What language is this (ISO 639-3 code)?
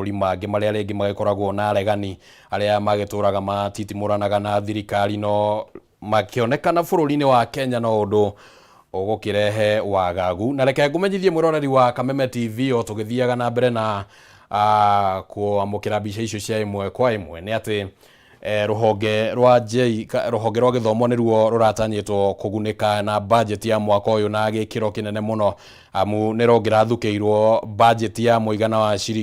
kik